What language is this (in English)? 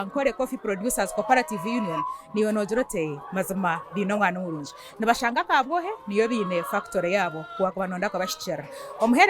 Nyankole